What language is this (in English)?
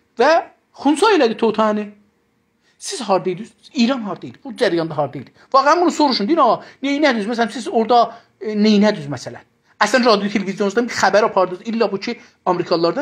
South Azerbaijani